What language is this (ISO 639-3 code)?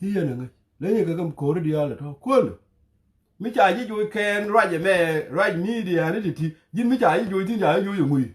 nus